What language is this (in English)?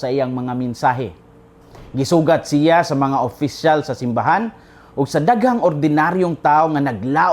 Cebuano